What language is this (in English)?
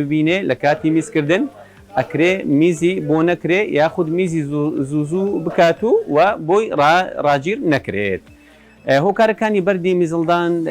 Central Kurdish